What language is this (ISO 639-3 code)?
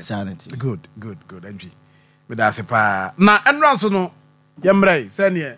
aka